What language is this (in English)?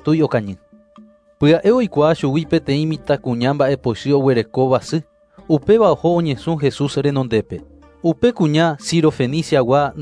Guarani